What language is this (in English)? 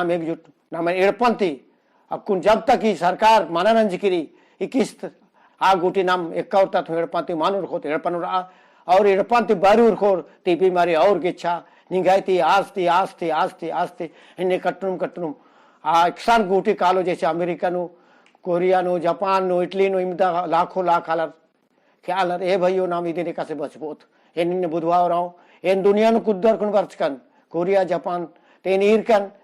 Kurukh